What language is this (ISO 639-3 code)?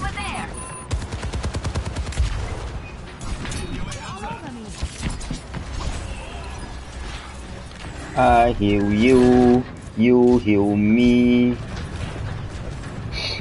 msa